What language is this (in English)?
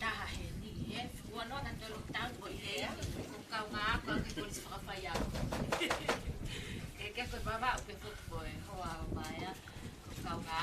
Tongan